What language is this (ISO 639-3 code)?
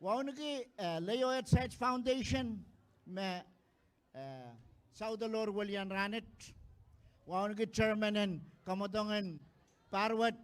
pon